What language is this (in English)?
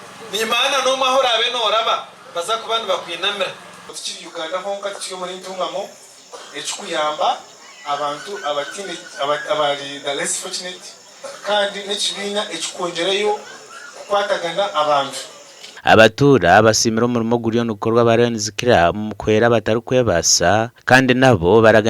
Nyankole